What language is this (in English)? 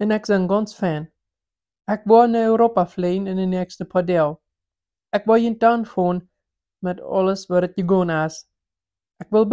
Plautdietsch